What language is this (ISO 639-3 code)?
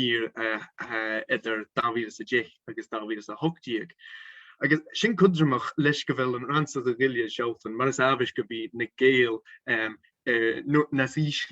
gla